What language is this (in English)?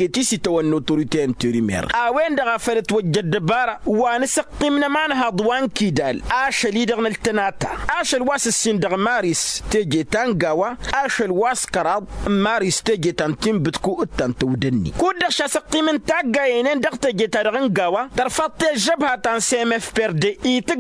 Tamasheq